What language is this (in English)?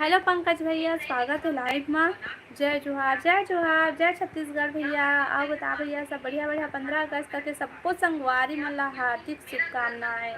Chhattisgarhi